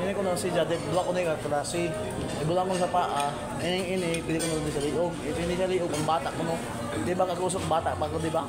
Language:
Surigaonon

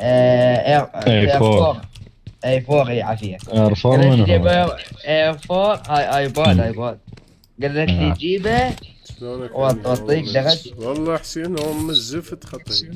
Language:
Mesopotamian Arabic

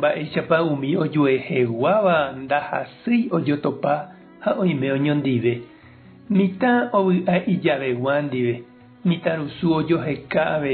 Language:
Guarani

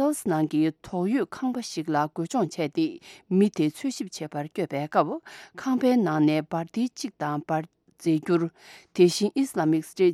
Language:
Tibetan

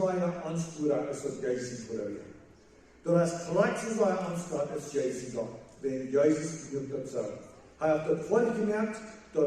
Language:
Plautdietsch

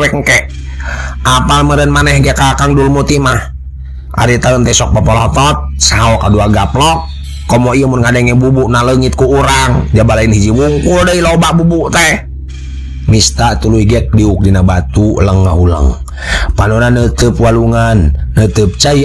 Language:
Sundanese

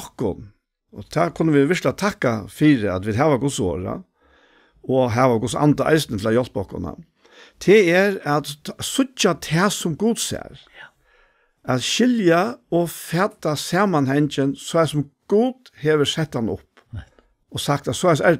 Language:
Faroese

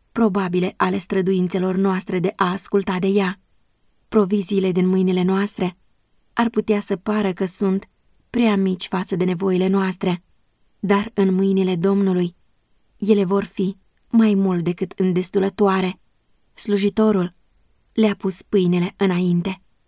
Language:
Romanian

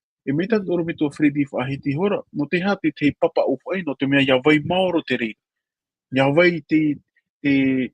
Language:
Tahitian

